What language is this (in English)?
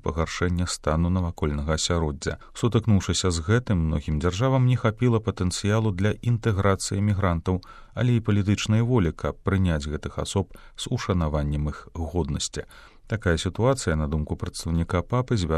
Belarusian